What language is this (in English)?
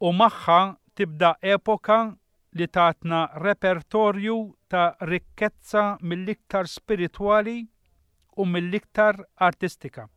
Maltese